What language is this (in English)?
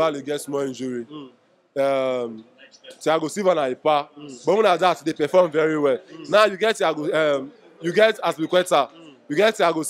Nigerian Pidgin